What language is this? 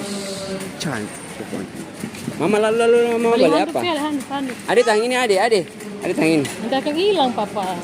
Ambonese Malay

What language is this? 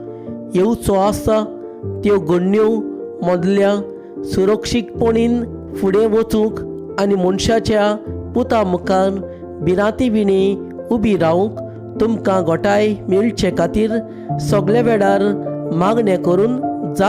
Konkani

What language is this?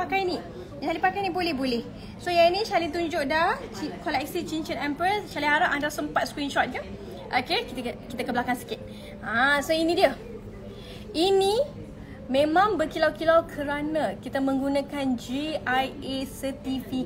Malay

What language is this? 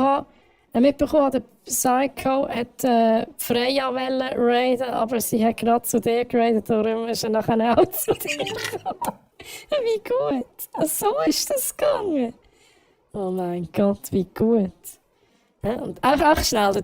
Swiss German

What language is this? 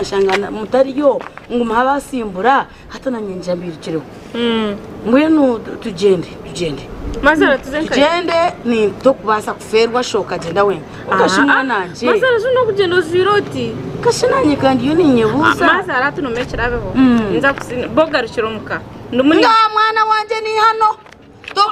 Nyankole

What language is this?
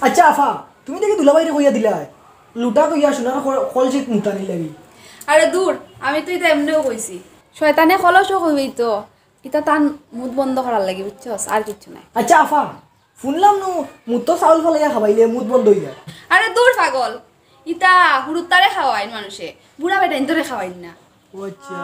Sylheti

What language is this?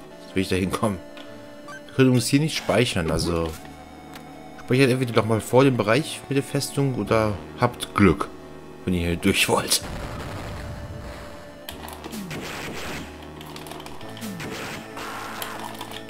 German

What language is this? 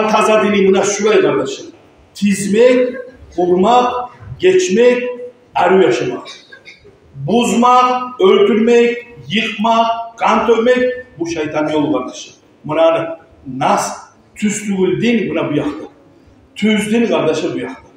Kumyk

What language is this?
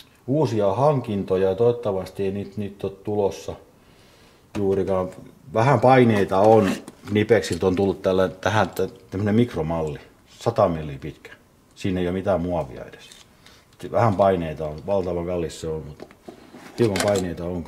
Finnish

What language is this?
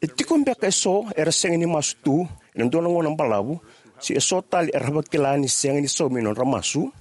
Fijian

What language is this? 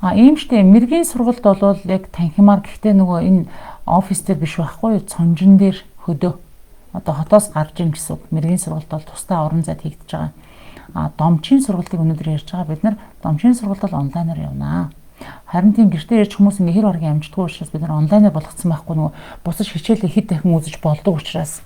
Mongolian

